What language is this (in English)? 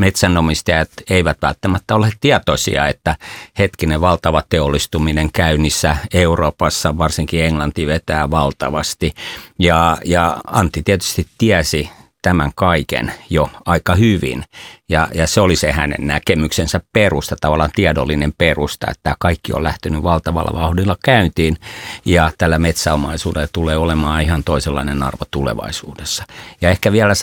Finnish